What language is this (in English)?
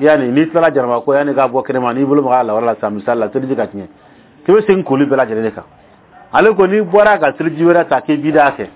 Dyula